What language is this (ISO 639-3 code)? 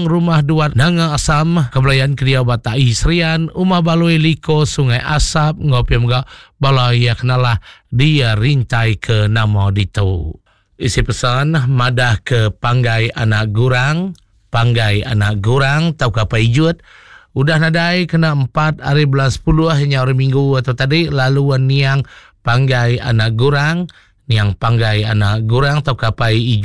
iba